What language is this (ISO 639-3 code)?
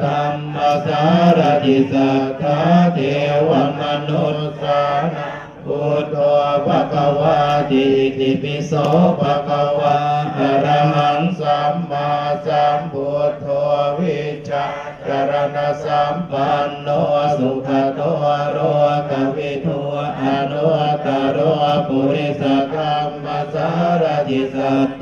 pli